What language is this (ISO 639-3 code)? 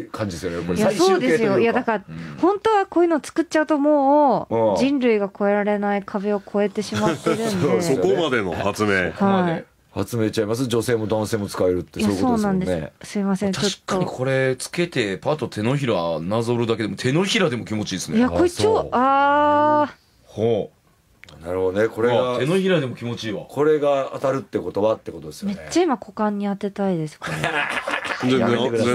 jpn